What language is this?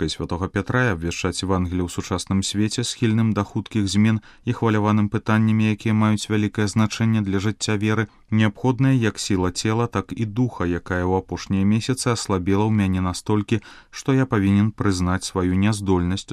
Belarusian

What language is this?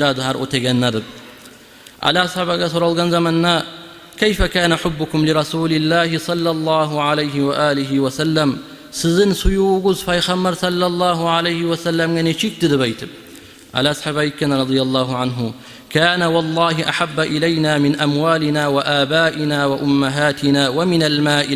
Kumyk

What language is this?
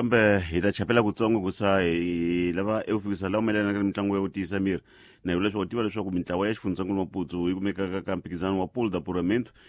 Tsonga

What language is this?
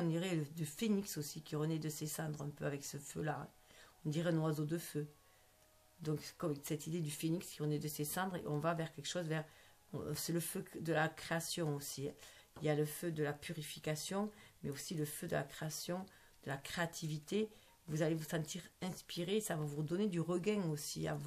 French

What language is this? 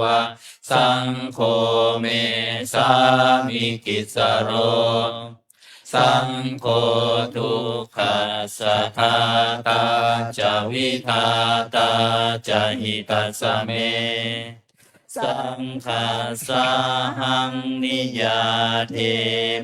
Pali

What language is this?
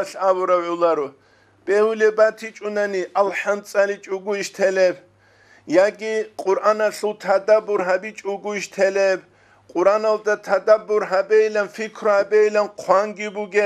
Avaric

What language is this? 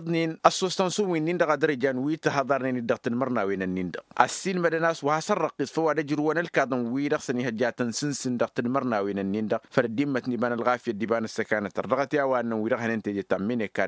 Tamasheq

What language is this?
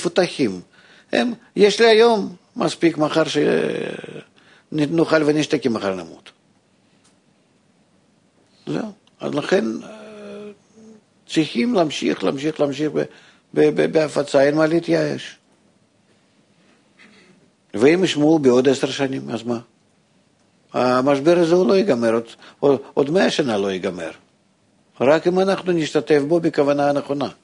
Hebrew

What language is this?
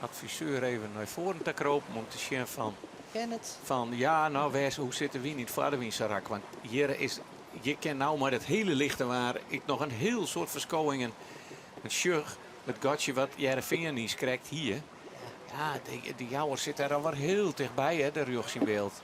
Western Frisian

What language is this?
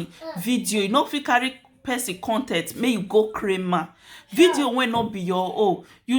Nigerian Pidgin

